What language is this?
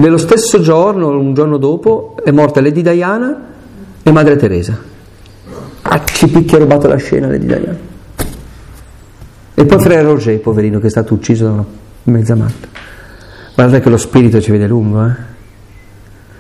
Italian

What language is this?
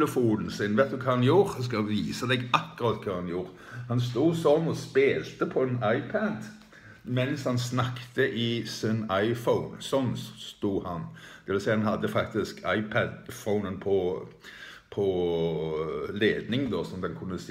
Norwegian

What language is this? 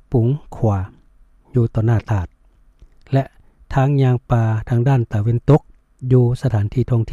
Lao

